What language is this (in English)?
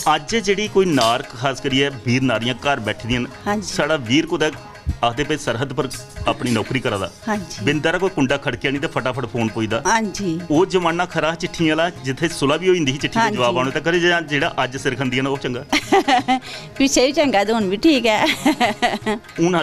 Dogri